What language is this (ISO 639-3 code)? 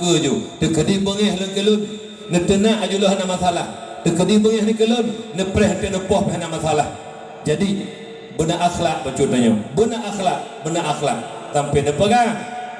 ace